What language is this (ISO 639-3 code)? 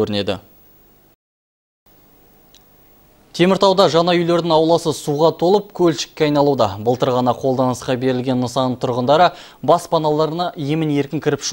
kaz